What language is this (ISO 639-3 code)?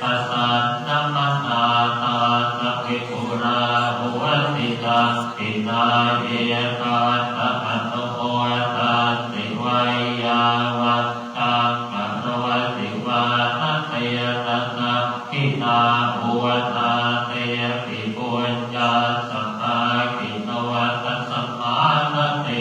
pli